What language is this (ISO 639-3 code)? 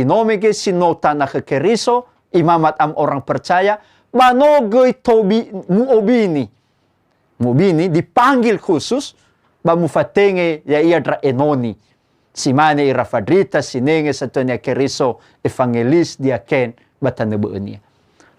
nia